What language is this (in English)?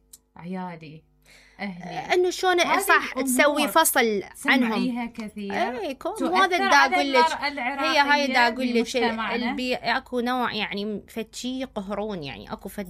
Mesopotamian Arabic